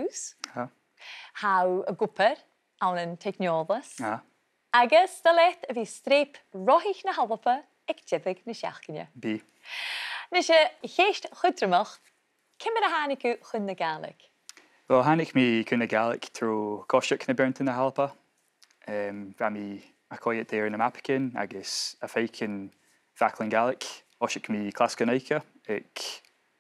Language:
Scottish Gaelic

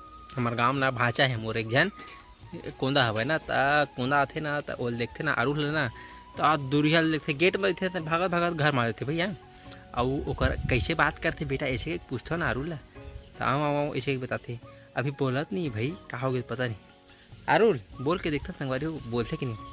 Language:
Chhattisgarhi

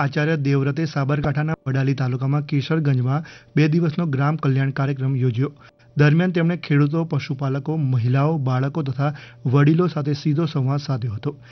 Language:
Gujarati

